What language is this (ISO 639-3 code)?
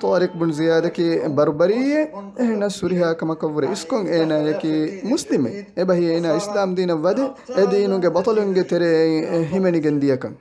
div